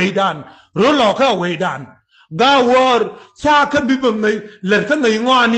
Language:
Nuer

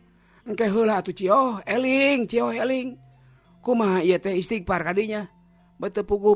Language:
Sundanese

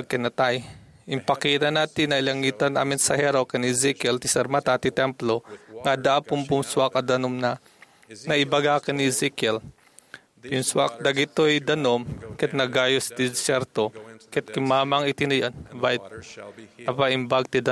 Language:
Iloko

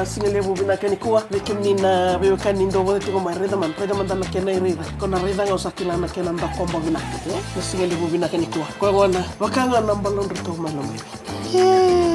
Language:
Fijian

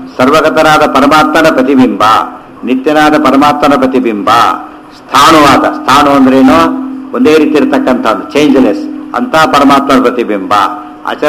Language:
Kannada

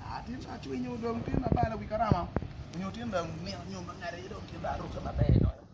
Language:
Acoli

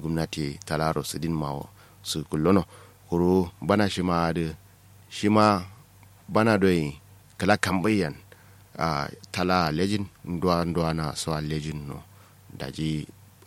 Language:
Kanuri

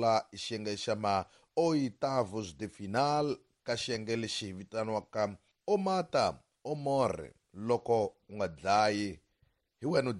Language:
Tsonga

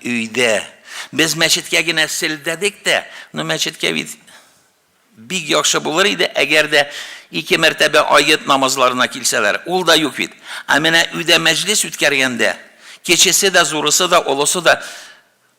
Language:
Tatar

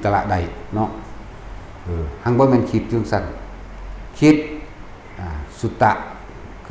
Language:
Northeastern Thai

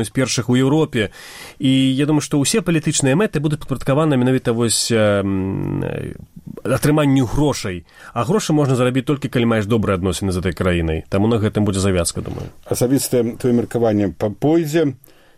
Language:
Belarusian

